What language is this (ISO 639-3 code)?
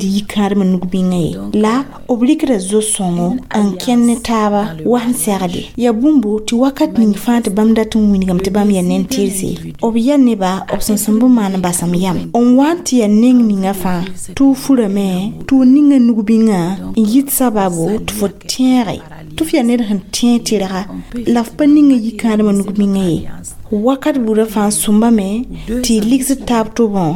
mos